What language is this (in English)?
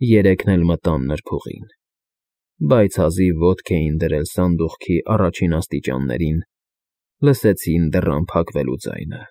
Armenian